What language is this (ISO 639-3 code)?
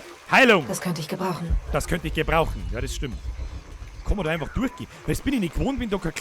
bar